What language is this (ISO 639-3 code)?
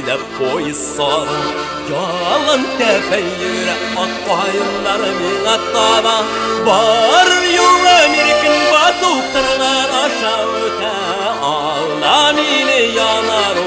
bak